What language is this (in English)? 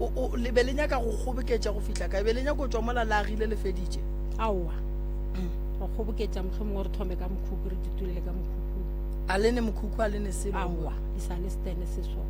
Northern Sotho